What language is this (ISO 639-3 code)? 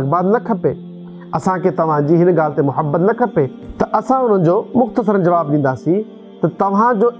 snd